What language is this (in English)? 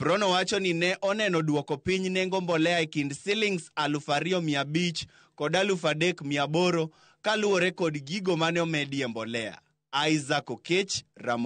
Luo (Kenya and Tanzania)